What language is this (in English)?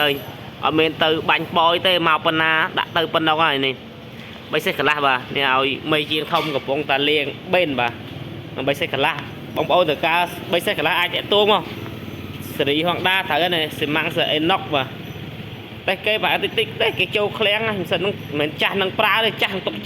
Khmer